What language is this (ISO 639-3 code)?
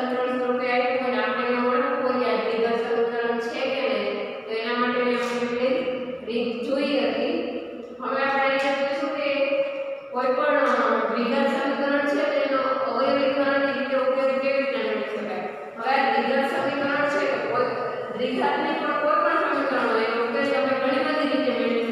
guj